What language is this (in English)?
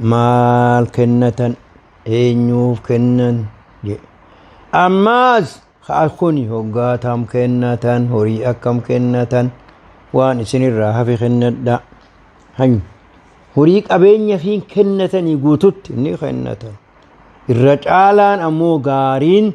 Oromo